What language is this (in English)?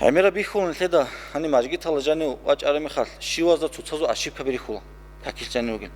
Avaric